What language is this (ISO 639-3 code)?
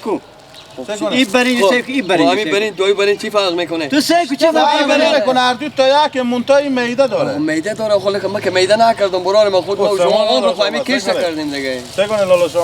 fas